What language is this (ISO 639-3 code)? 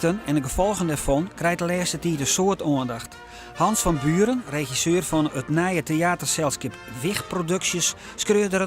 fry